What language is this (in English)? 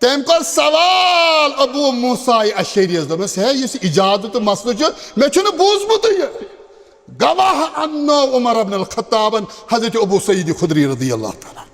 Kashmiri